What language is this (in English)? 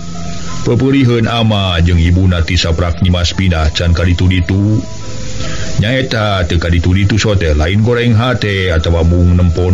Sundanese